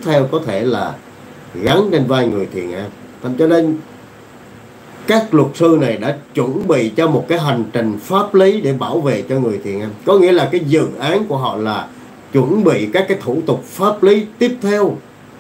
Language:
Vietnamese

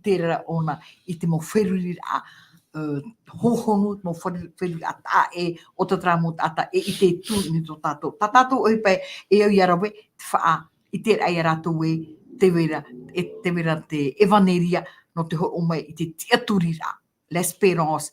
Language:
Tahitian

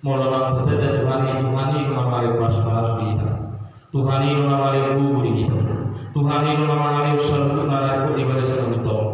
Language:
Batak Toba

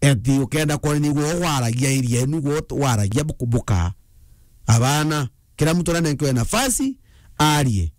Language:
Meru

